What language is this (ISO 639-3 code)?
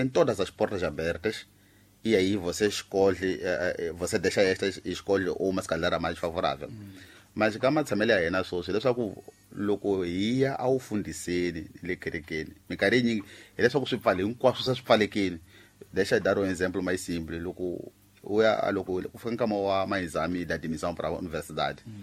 tso